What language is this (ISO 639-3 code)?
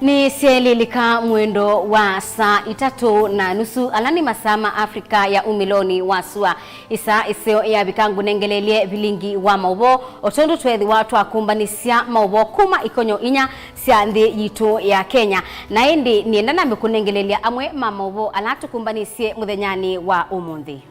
kam